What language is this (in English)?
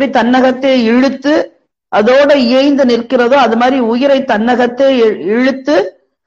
Tamil